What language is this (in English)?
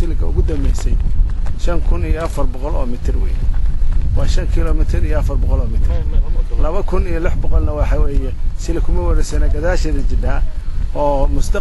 Somali